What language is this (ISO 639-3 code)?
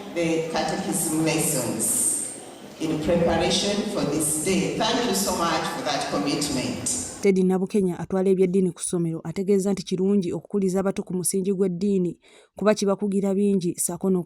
lug